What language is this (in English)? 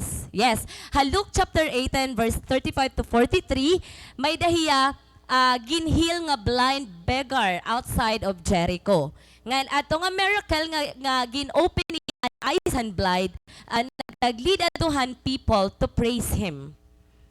Waray